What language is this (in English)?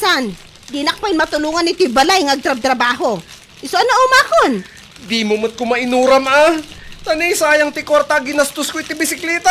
Iloko